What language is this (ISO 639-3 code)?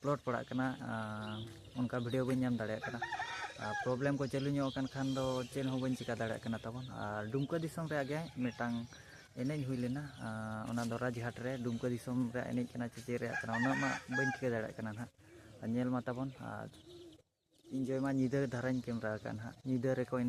sat